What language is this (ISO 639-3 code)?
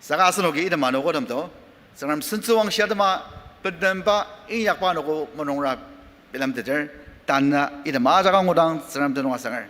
njo